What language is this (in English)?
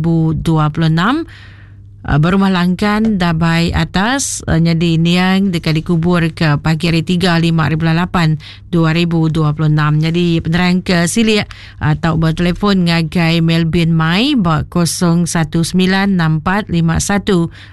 Iban